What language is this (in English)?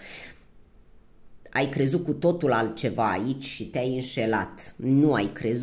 Romanian